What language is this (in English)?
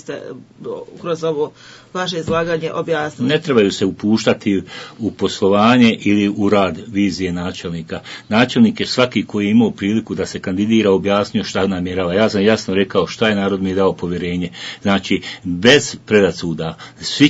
Bosnian